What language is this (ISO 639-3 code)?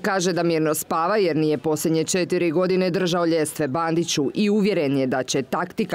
hrv